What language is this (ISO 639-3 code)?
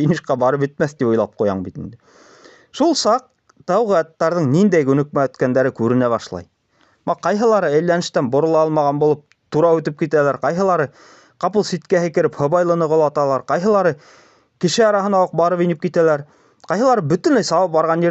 bak